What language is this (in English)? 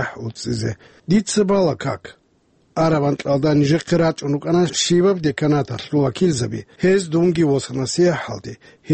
Avaric